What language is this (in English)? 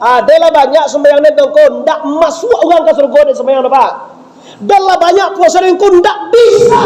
Minangkabau